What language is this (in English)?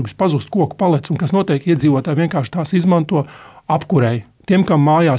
Latvian